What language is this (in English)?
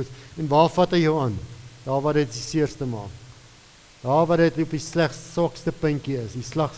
Afrikaans